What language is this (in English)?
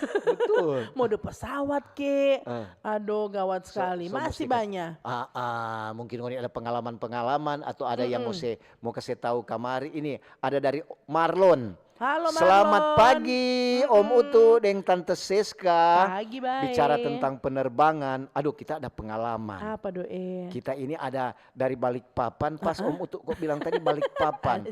Manado Malay